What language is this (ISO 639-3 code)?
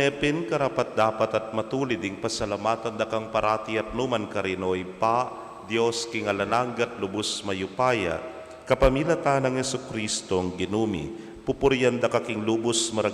pam